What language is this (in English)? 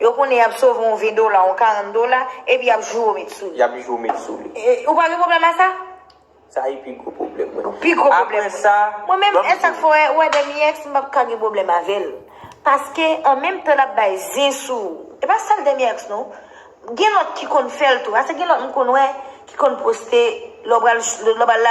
Haitian Creole